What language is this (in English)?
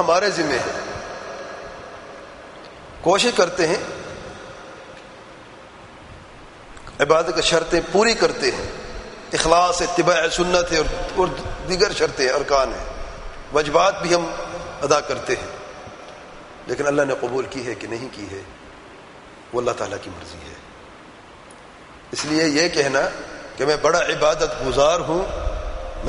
Urdu